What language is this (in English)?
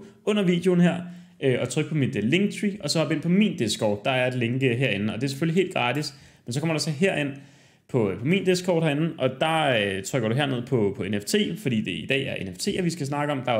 Danish